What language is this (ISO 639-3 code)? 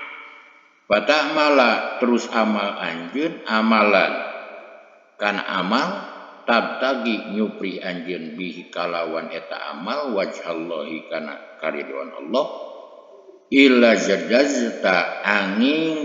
sun